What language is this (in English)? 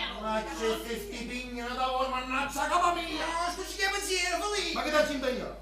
Neapolitan